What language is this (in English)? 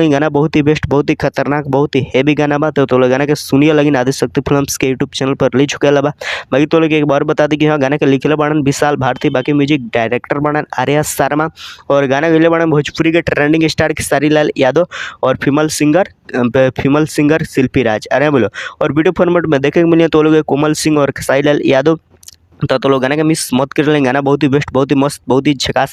Bhojpuri